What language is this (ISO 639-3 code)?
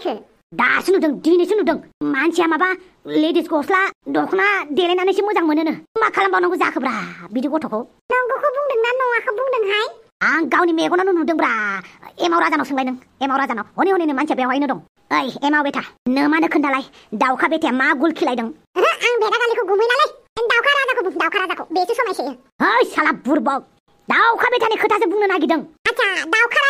brx